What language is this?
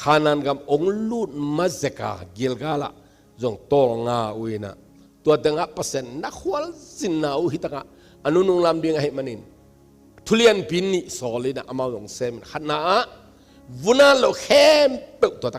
Tedim Chin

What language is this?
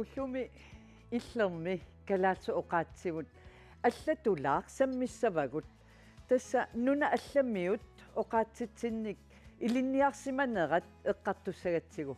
Kalaallisut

